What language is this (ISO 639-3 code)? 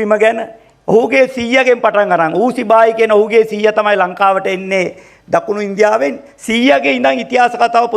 sin